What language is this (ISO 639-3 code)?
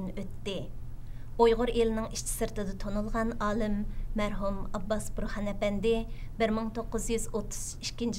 uig